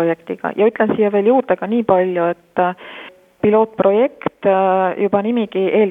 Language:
Estonian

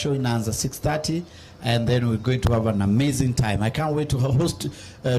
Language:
Meru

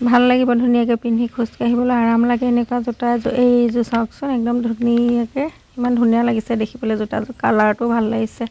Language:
Assamese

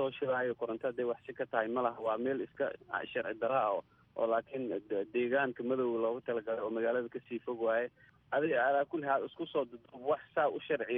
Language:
Somali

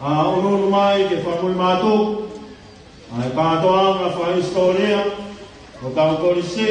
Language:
Tongan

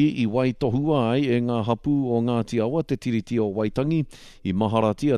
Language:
Māori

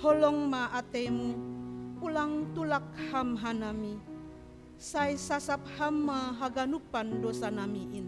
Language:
Batak Simalungun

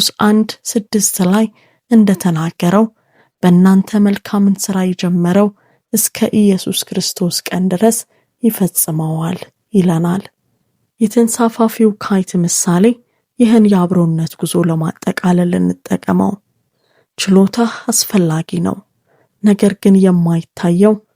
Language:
Amharic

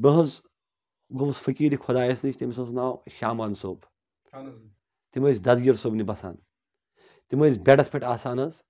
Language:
Kashmiri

